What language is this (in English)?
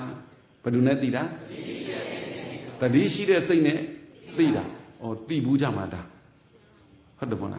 Burmese